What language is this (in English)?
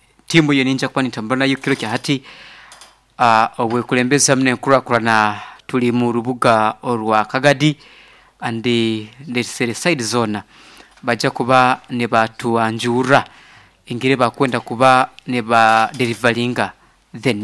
Nyoro